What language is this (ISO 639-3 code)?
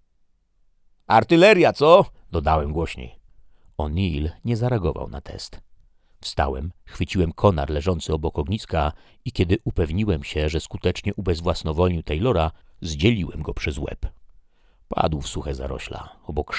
pol